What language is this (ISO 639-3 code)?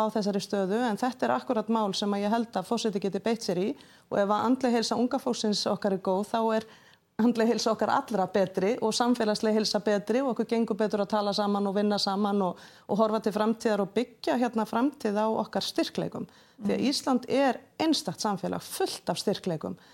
isl